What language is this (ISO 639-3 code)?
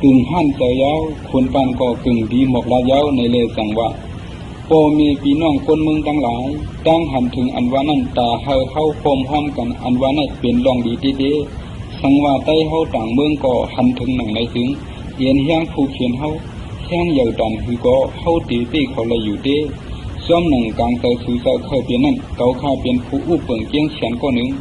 shn